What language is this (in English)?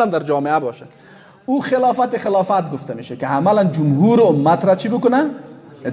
Persian